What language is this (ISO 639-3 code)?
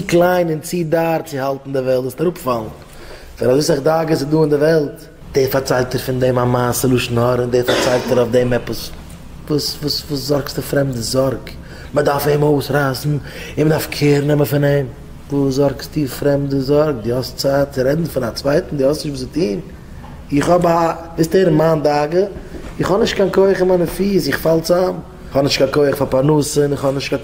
yid